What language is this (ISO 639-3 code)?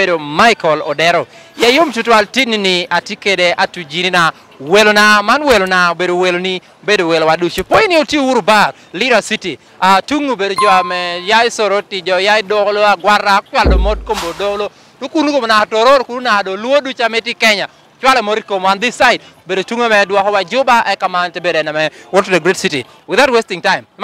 laj